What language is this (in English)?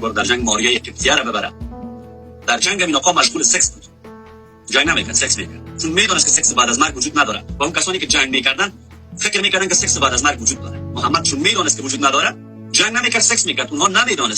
Persian